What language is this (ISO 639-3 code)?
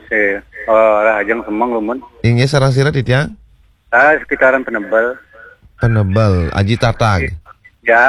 ban